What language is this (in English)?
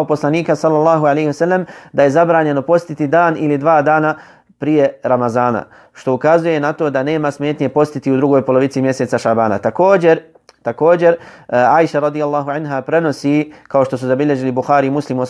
Bosnian